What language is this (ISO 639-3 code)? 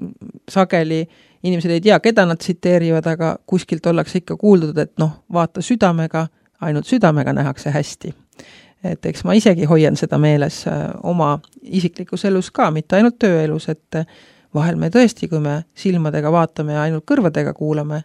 est